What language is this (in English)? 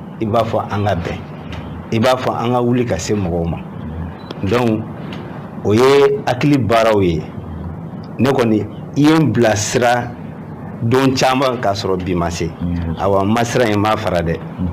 Bambara